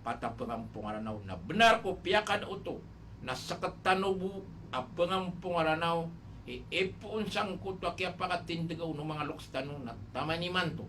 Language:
Maranao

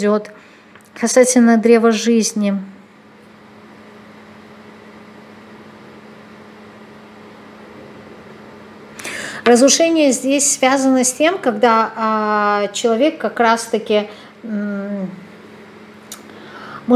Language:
Russian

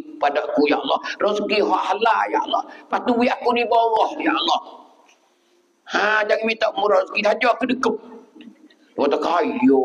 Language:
Pattani Malay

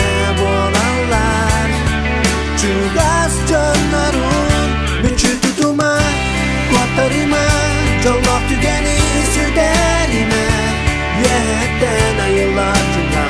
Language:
Yakut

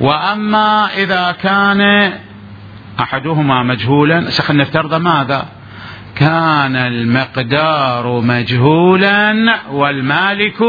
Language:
Mesopotamian Arabic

